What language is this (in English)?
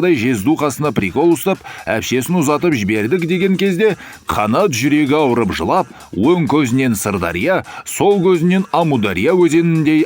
Kazakh